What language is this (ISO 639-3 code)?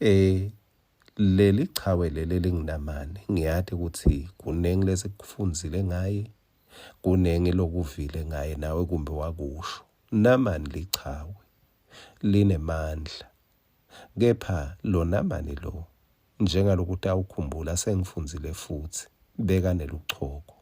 ssw